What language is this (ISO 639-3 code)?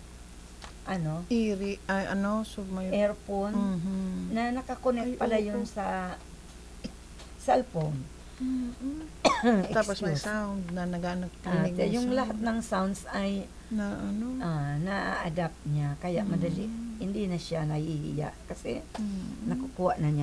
fil